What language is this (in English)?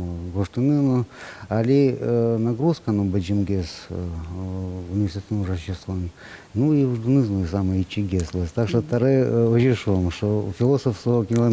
Udmurt